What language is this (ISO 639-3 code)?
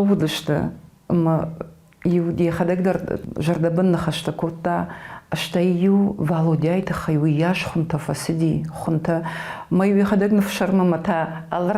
oss